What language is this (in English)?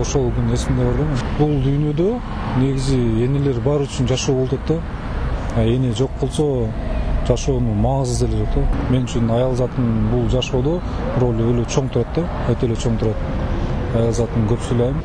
Kyrgyz